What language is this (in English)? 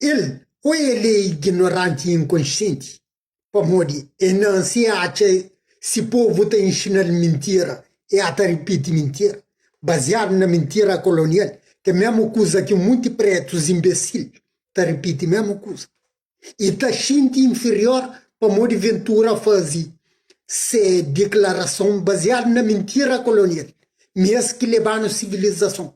Kabuverdianu